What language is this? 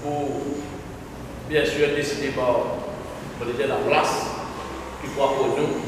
Morisyen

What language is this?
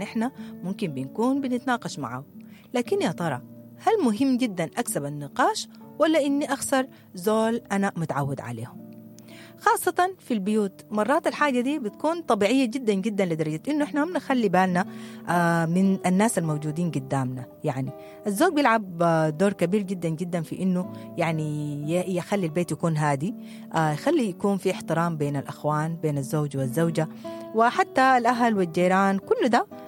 Sudanese Arabic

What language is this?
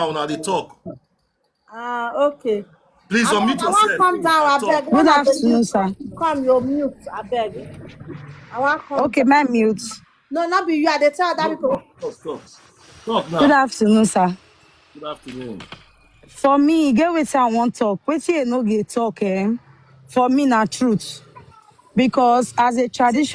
Nigerian Pidgin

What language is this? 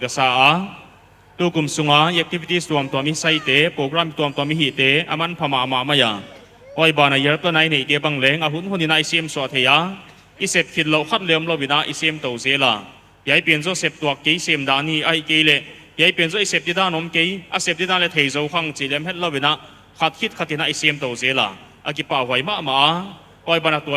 Paite Chin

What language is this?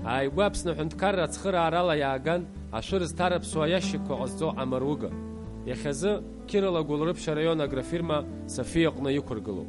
Abkhazian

